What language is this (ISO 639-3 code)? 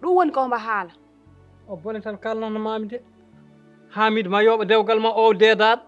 ful